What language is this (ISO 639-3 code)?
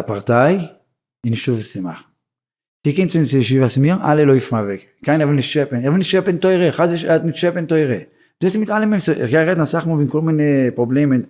yid